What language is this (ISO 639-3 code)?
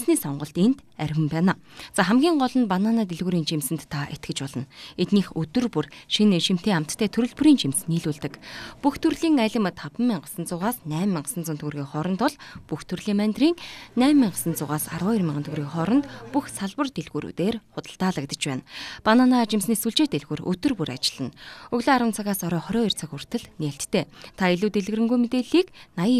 mon